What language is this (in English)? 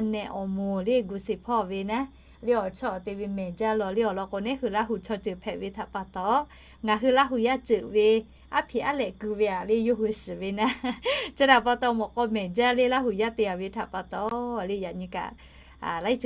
Lahu